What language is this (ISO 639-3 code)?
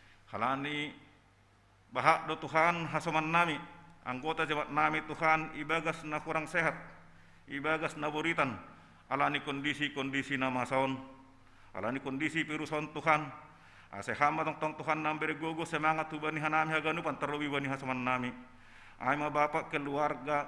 bts